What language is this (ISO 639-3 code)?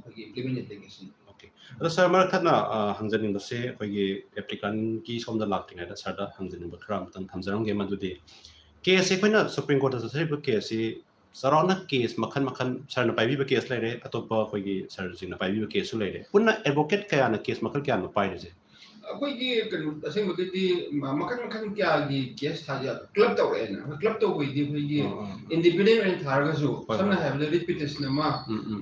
mni